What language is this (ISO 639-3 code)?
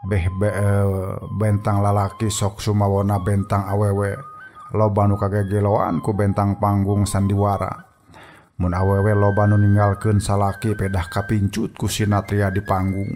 sun